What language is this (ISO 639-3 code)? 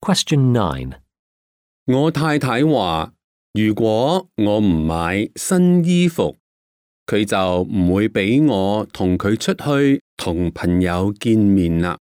yue